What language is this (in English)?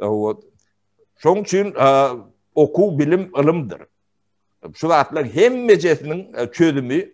Turkmen